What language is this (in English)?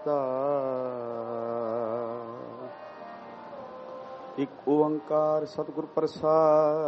Punjabi